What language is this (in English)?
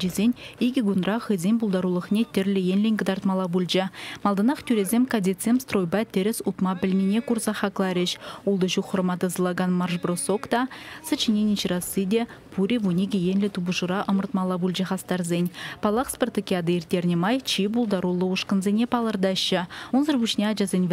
Chuvash